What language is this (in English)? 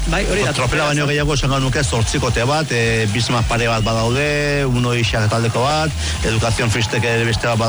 Basque